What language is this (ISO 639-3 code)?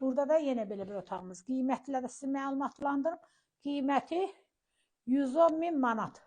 aze